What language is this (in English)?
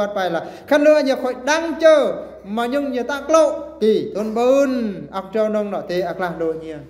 Eastern Bru